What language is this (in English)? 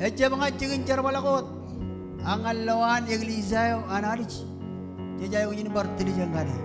Marshallese